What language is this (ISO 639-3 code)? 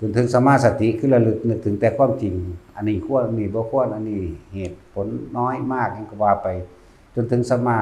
tts